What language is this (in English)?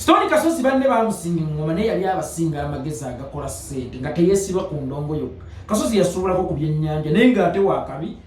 Ganda